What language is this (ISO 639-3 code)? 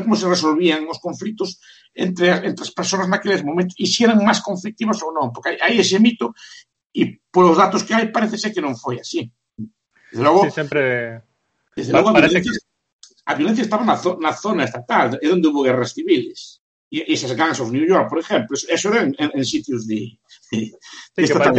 glg